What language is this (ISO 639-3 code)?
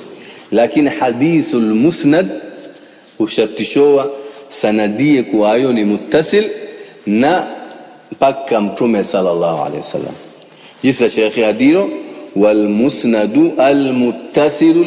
swa